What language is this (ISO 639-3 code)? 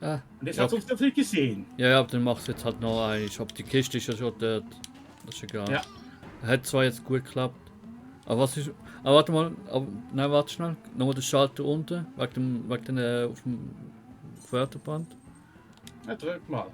gsw